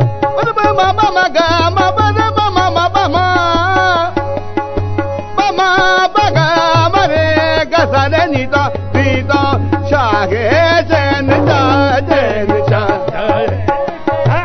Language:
Punjabi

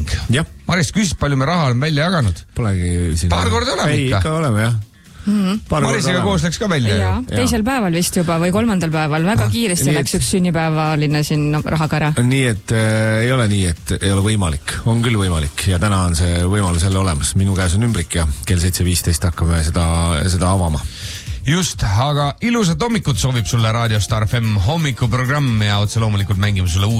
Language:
Estonian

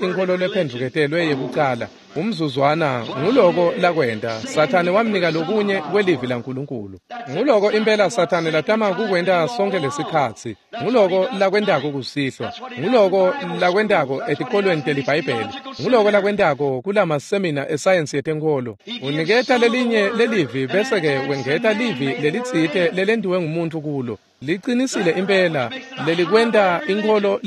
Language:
Swati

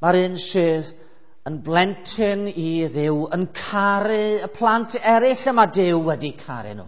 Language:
Welsh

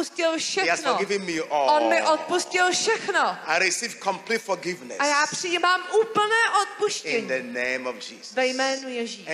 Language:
Czech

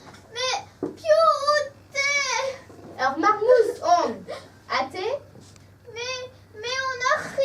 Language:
Breton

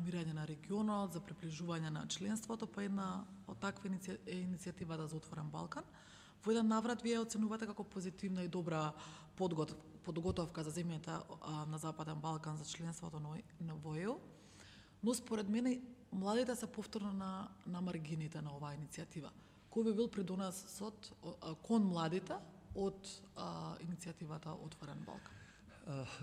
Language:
Macedonian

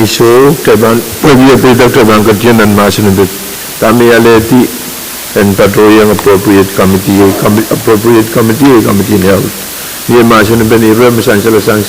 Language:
Pohnpeian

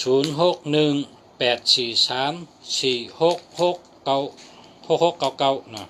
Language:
Shan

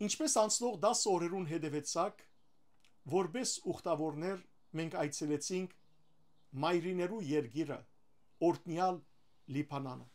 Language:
Western Armenian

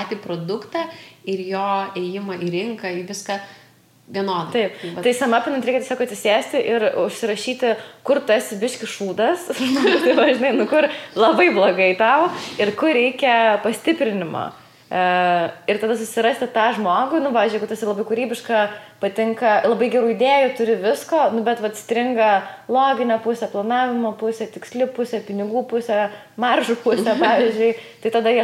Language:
Lithuanian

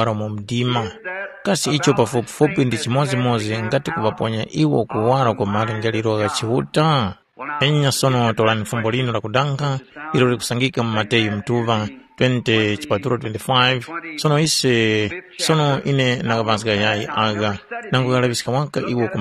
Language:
Tumbuka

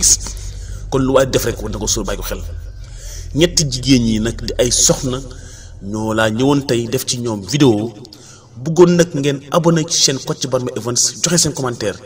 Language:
Wolof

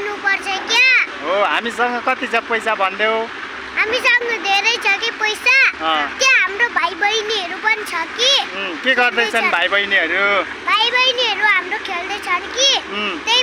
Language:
Nepali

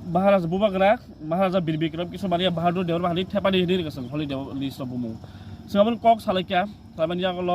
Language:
Kok Borok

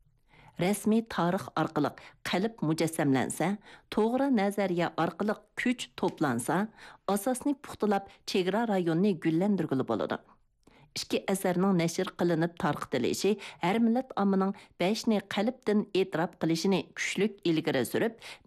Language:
Uyghur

